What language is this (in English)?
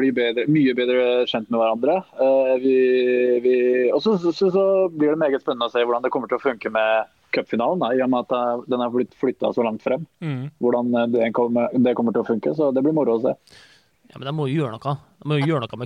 Norwegian